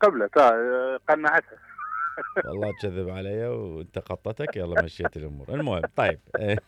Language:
Mesopotamian Arabic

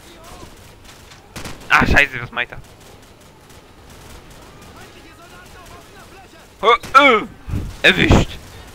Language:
German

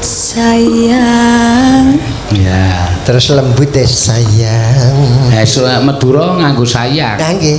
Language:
Javanese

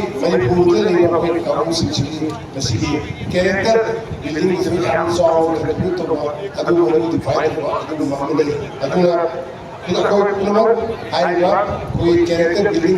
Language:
Manipuri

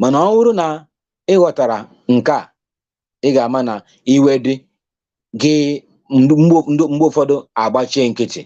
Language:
Igbo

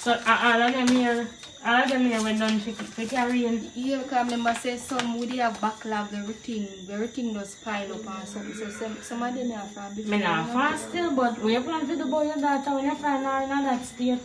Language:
Jamaican Creole English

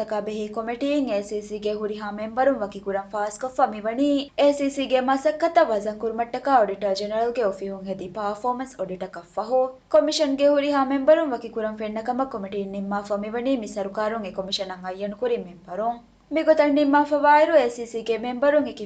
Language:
Divehi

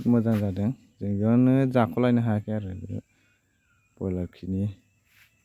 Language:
Bodo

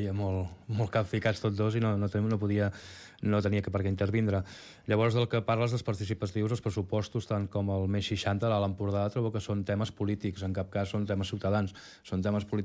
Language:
Catalan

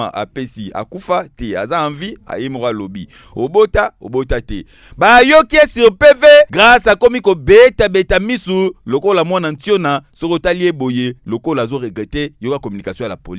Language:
Lingala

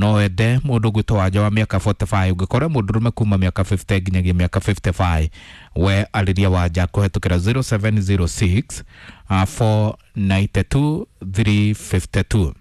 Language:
Kikuyu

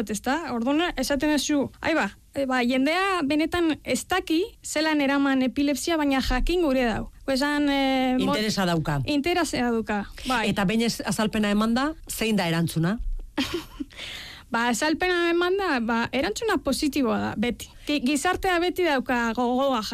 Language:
Basque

